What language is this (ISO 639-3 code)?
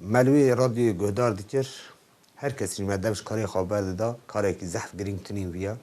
kur